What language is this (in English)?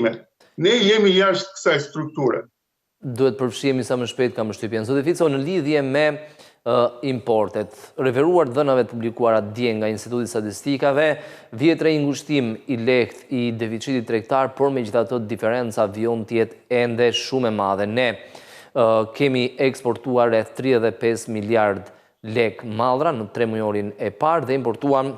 Albanian